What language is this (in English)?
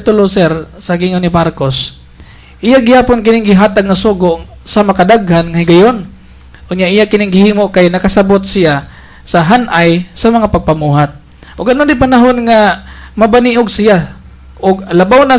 Cebuano